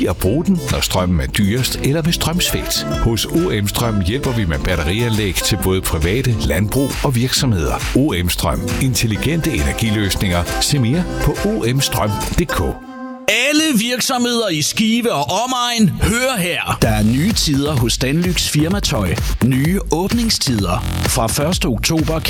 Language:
Danish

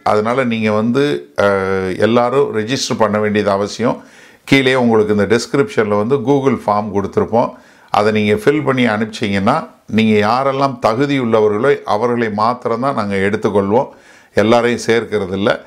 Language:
Tamil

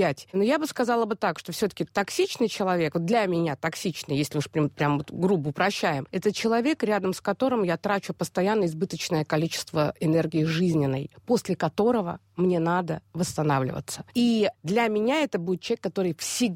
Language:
Russian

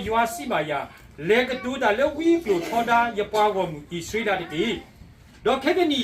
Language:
S'gaw Karen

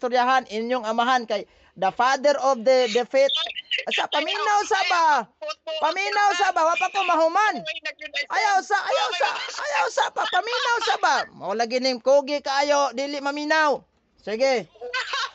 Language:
Cebuano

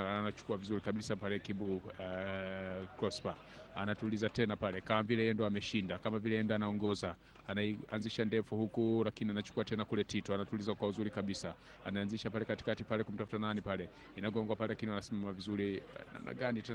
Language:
Swahili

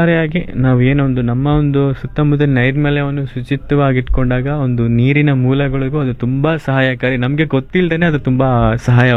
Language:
Kannada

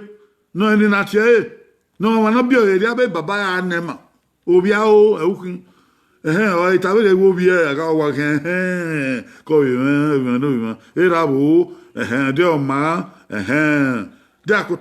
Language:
Bini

